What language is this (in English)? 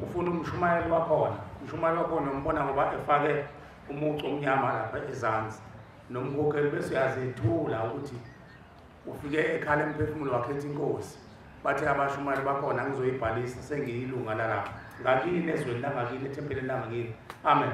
Zulu